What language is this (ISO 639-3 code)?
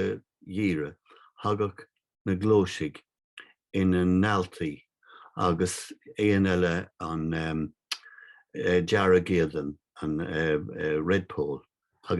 gle